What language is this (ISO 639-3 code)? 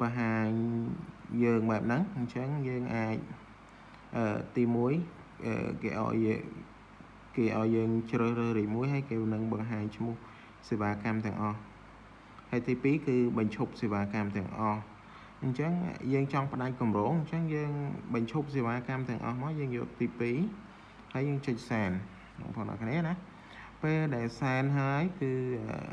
khm